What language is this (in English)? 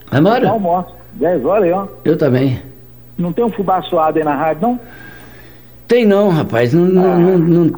Portuguese